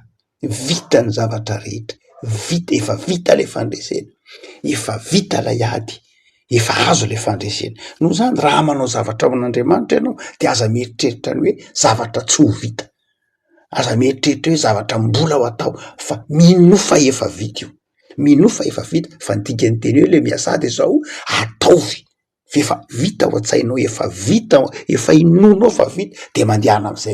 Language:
Malagasy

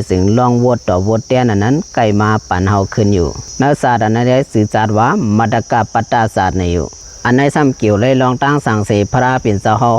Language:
Shan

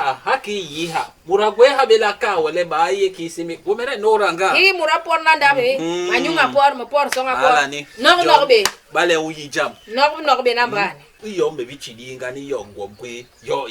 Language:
Basaa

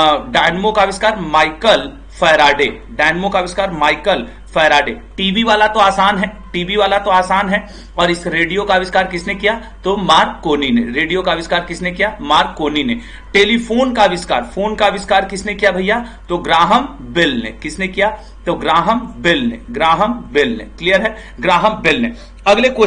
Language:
Hindi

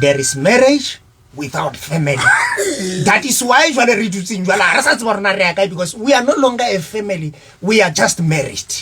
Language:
Southern Sotho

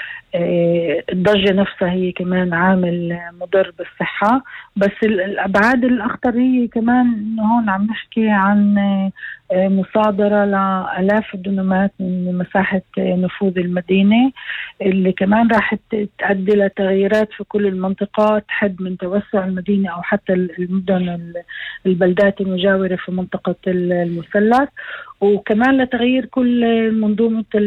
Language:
North Levantine Arabic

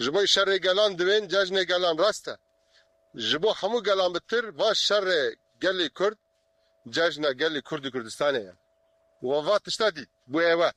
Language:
Kurdish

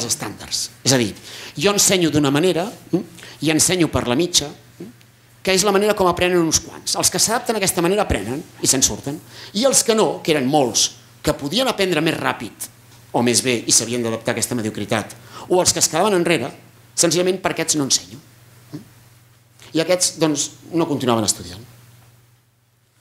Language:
Catalan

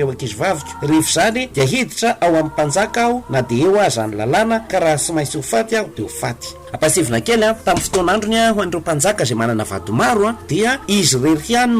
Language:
Malagasy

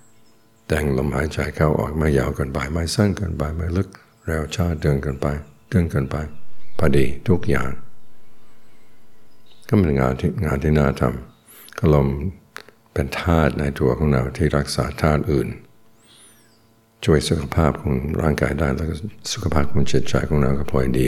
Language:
Thai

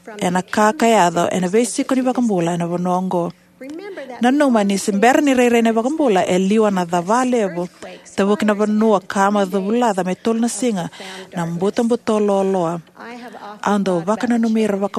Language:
Fijian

